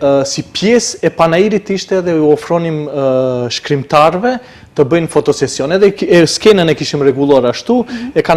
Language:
Albanian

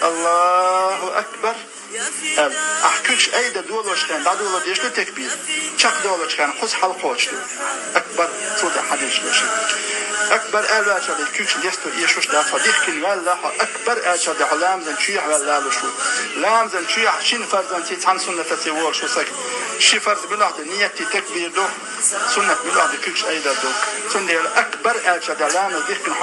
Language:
Chechen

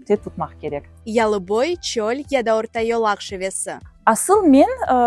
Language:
Crimean Tatar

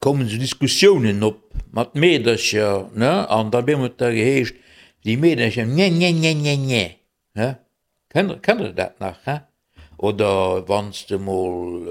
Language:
Luxembourgish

